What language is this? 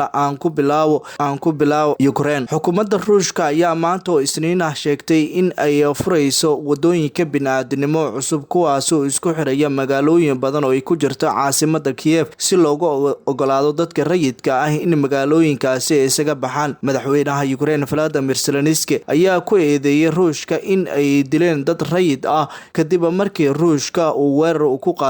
Somali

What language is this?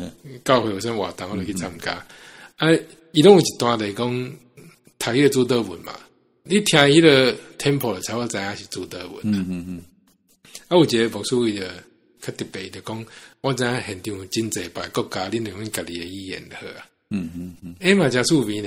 Min Nan Chinese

